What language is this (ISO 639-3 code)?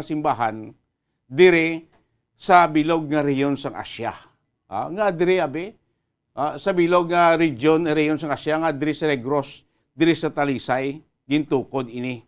hil